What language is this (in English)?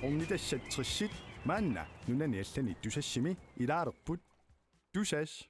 Kalaallisut